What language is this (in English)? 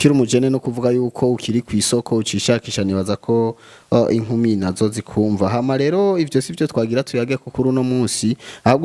Rundi